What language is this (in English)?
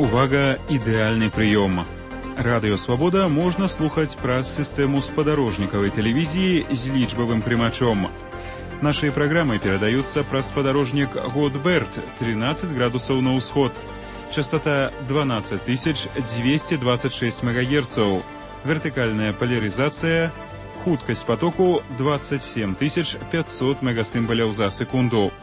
Belarusian